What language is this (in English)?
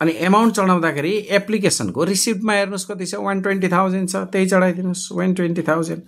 Nepali